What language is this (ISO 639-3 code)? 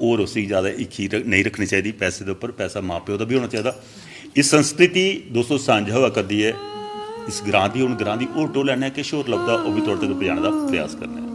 doi